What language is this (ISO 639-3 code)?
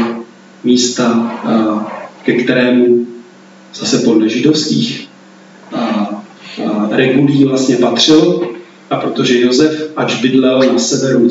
ces